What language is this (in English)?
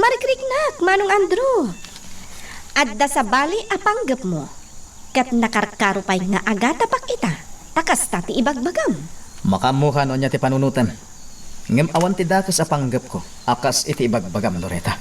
Iloko